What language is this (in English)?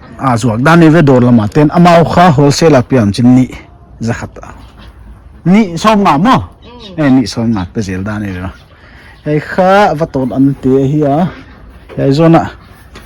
Paite Chin